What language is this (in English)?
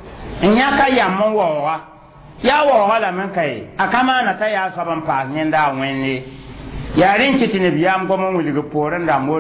Mossi